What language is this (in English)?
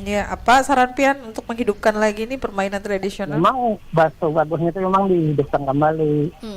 Banjar